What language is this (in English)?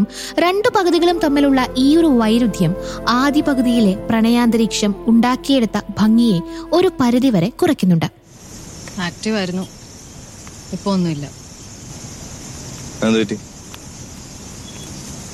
Malayalam